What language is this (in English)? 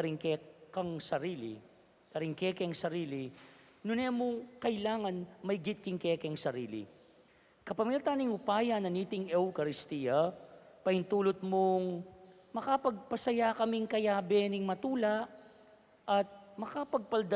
Pampanga